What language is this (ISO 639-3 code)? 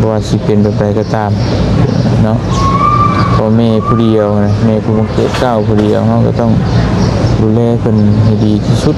lao